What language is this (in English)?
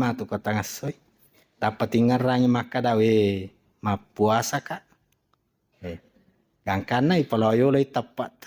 Buginese